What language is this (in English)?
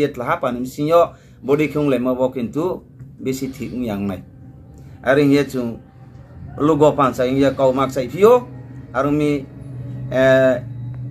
Riang (India)